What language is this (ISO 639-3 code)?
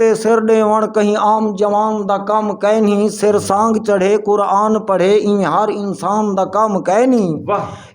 skr